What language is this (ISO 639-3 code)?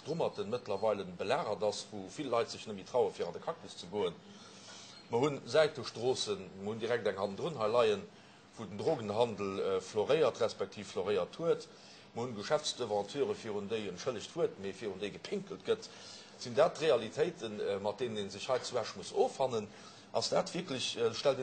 ltz